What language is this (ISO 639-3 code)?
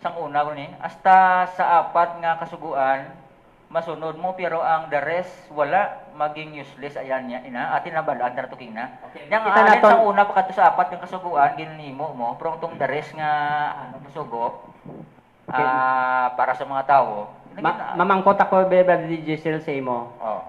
hil